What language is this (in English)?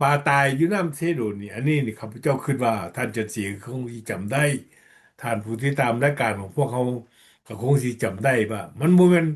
Lao